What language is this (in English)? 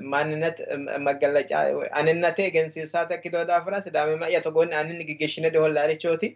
Sidamo